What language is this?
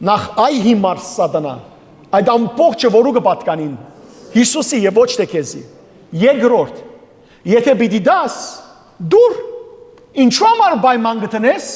Western Armenian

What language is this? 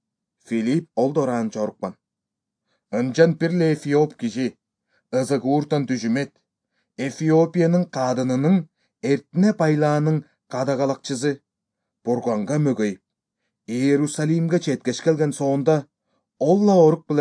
Kyrgyz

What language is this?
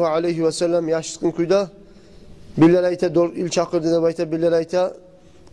Kumyk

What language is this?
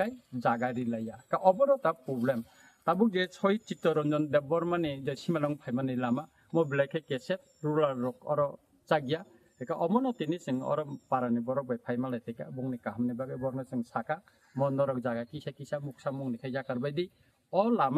Kok Borok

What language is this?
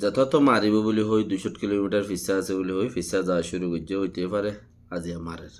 Rohingya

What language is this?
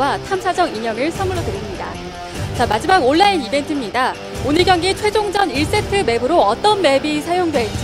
Korean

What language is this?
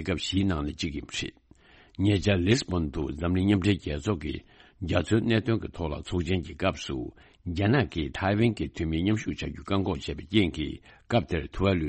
Tibetan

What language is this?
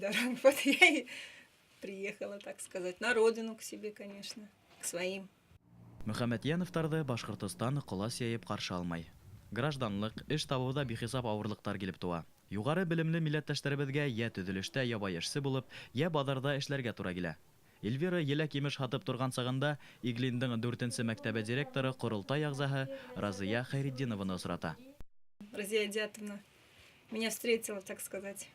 Bashkir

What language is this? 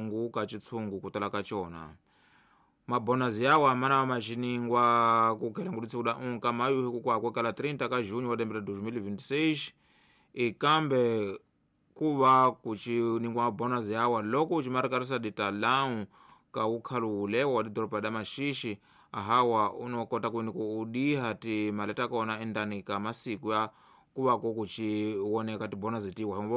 Tsonga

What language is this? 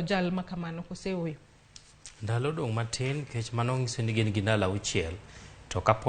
Luo (Kenya and Tanzania)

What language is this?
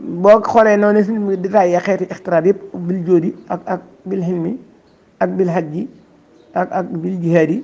Wolof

